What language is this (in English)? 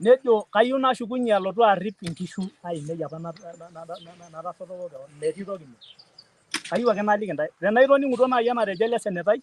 Masai